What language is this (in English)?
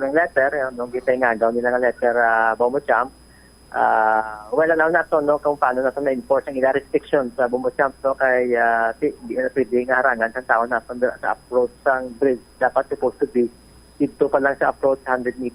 Hiligaynon